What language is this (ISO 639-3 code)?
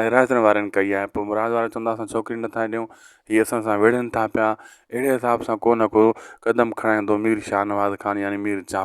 snd